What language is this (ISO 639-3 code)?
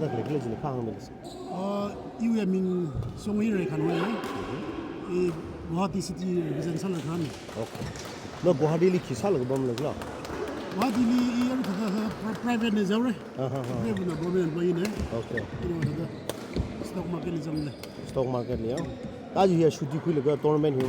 nmf